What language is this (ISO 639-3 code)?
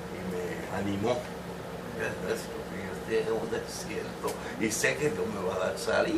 spa